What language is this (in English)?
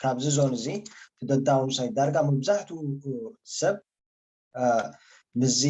Tigrinya